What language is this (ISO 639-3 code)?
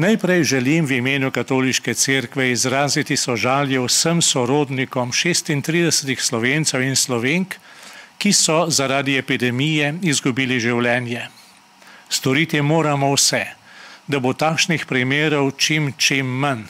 slv